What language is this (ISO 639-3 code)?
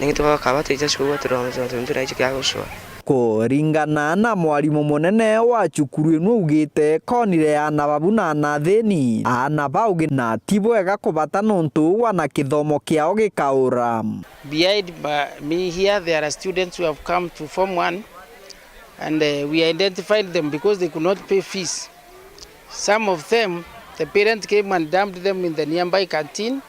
mer